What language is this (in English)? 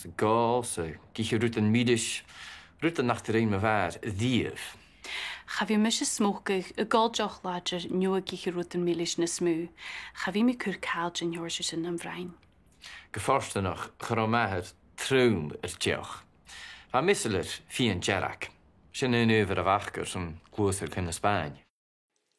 Scottish Gaelic